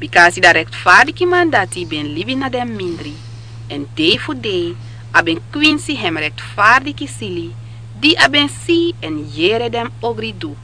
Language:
Sranan Tongo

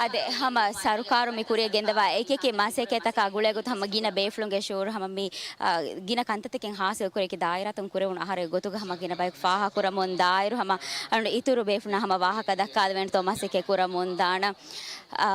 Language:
Divehi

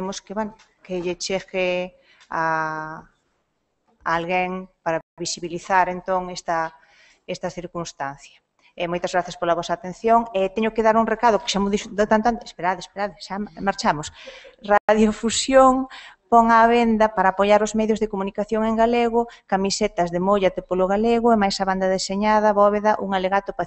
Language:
Galician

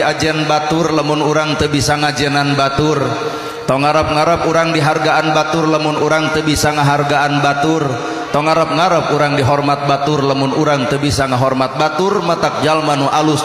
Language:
Sundanese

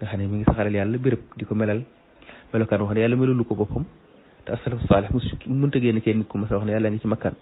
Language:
Wolof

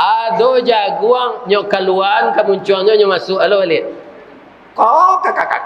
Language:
Minangkabau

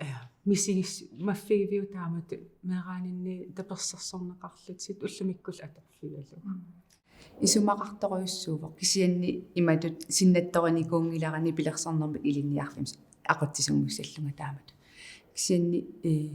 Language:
Kalaallisut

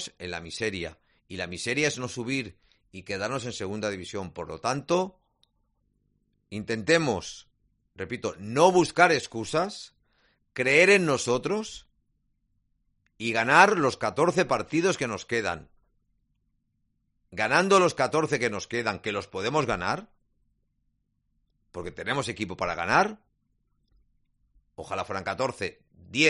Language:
Spanish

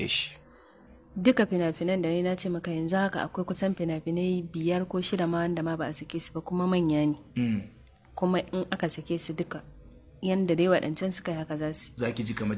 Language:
Hausa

